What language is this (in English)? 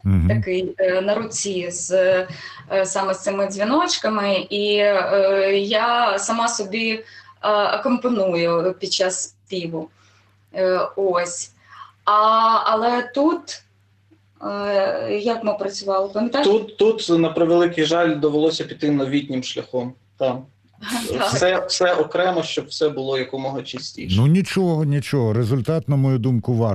Ukrainian